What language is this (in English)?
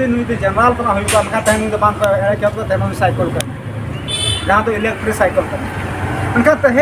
Santali